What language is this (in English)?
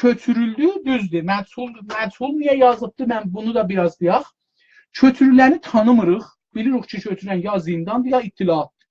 South Azerbaijani